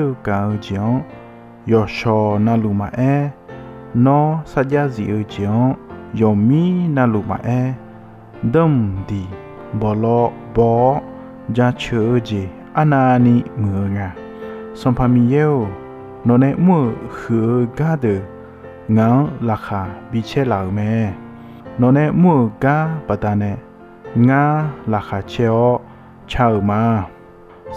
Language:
Akha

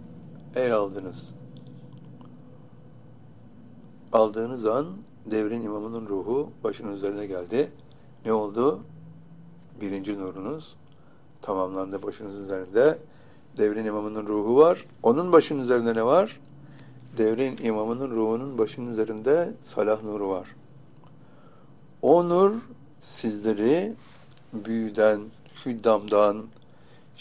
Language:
Turkish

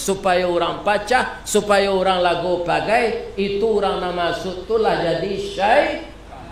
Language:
Minangkabau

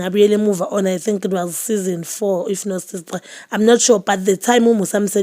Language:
Zulu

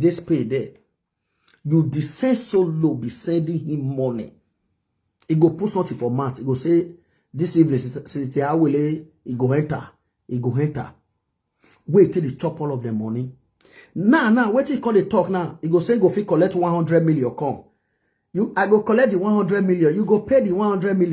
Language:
Nigerian Pidgin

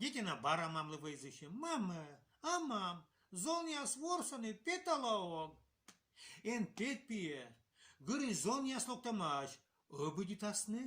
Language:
Komi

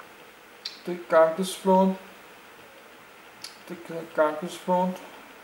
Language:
Danish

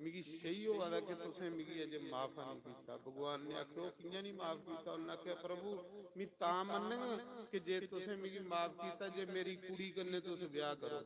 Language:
Dogri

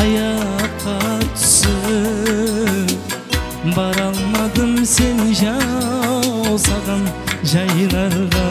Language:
Kara-Kalpak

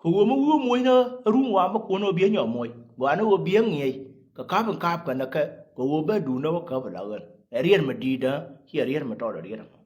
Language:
Nuer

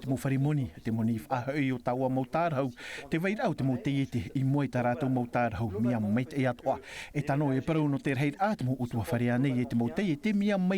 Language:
Tahitian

